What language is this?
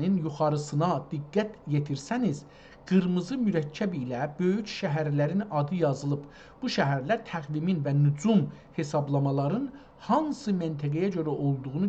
South Azerbaijani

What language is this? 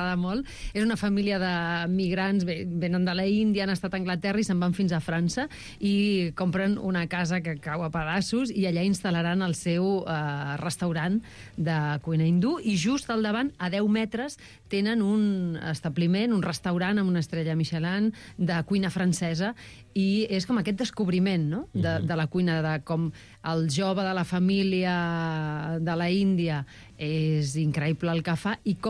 Catalan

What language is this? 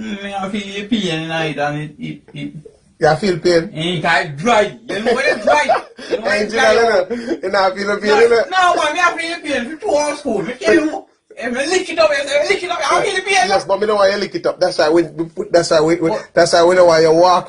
Jamaican Creole English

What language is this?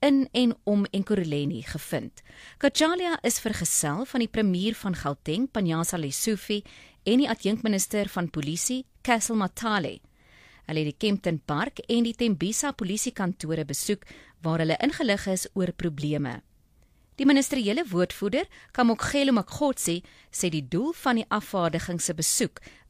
Afrikaans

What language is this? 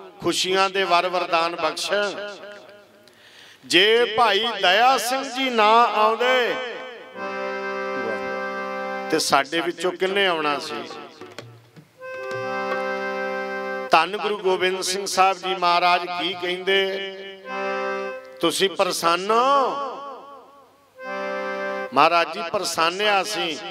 Punjabi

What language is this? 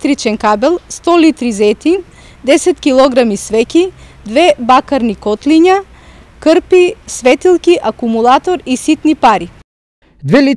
Macedonian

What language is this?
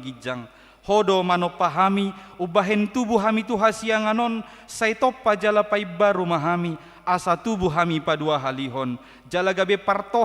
Batak Toba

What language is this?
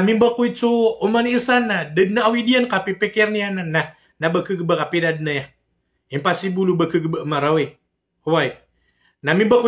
Maranao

